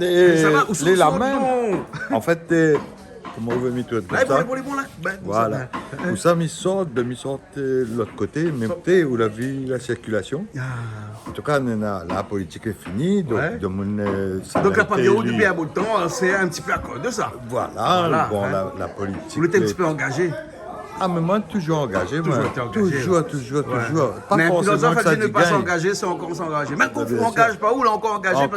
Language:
Réunion Creole French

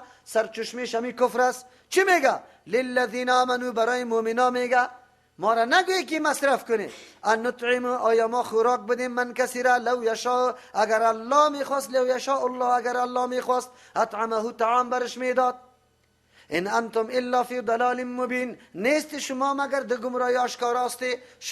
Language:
Persian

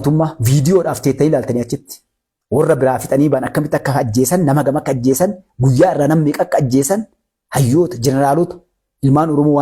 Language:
Oromo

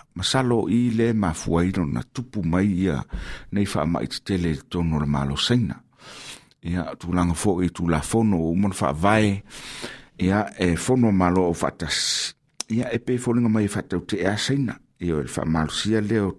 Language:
Samoan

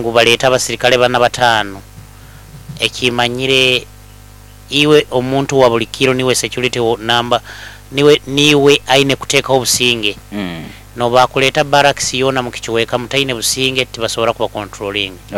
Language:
Nyoro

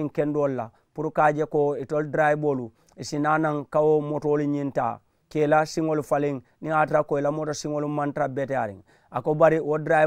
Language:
Mandingo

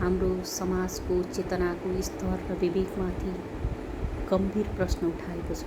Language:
Nepali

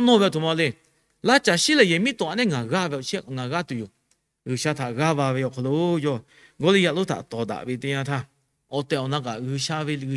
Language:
Lahu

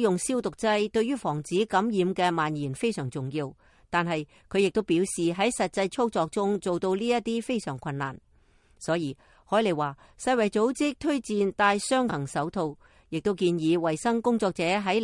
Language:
Cantonese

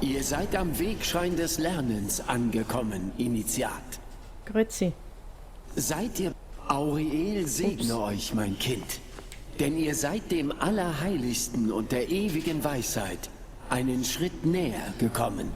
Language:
Swiss German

